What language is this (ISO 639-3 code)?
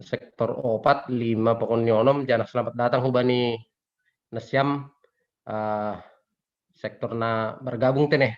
bts